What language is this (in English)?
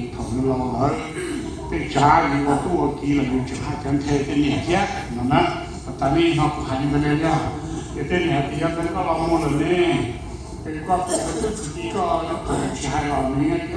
Hmong